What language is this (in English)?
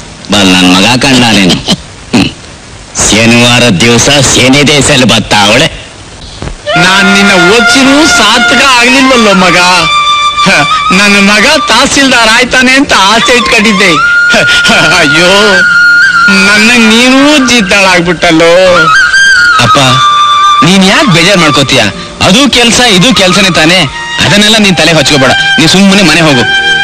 Kannada